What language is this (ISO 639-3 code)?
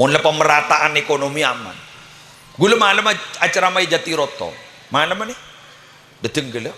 mad